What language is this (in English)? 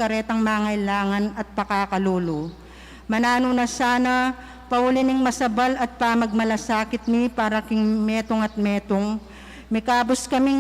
Pampanga